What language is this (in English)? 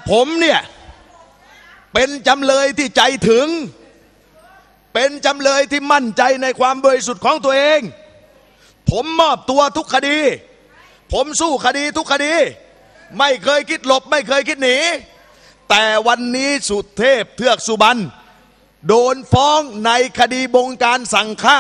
Thai